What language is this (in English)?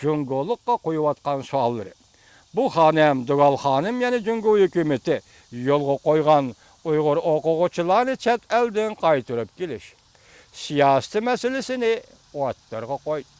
Uyghur